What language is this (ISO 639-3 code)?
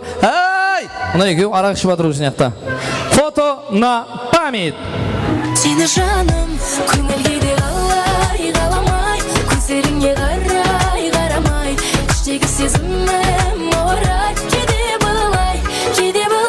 kaa